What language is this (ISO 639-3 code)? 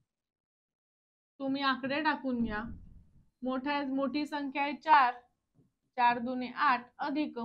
mar